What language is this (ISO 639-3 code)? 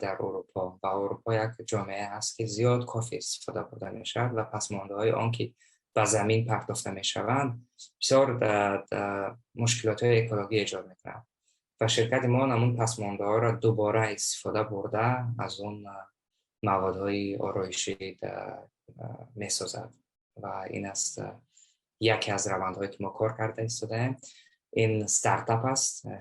tgk